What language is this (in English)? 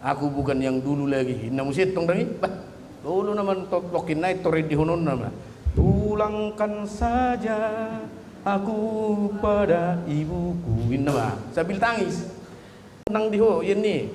Batak Toba